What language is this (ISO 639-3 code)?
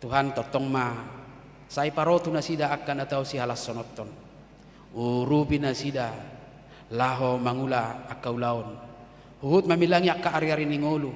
bbc